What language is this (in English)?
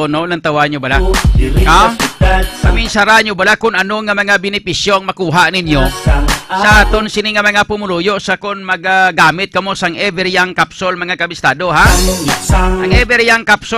Hiligaynon